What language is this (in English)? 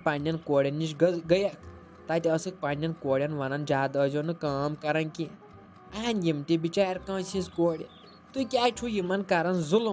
Kashmiri